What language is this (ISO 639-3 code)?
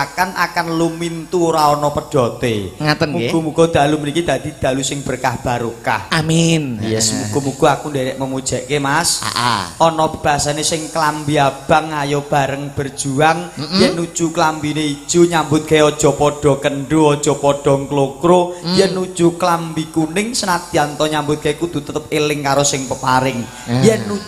jav